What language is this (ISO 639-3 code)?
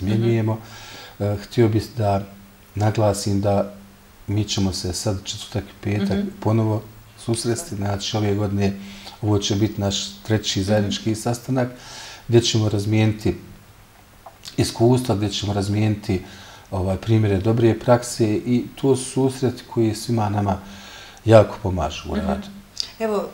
bos